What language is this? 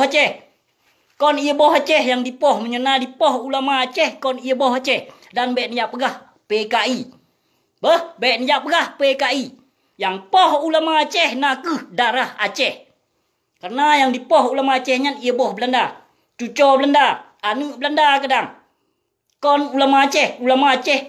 Achinese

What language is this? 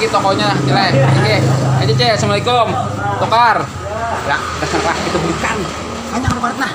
Banjar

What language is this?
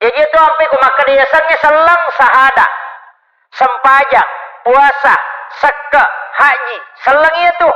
Buginese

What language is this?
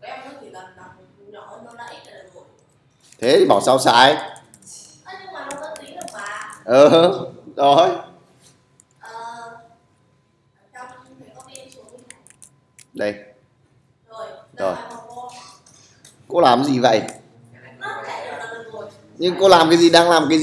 Vietnamese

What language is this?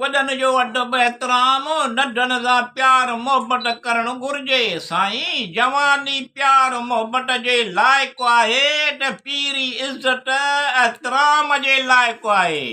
Sindhi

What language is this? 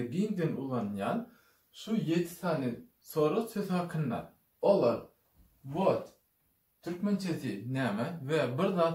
Turkmen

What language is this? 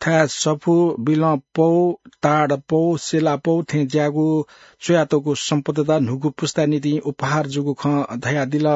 Newari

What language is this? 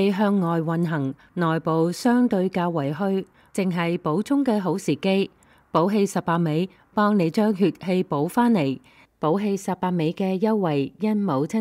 Cantonese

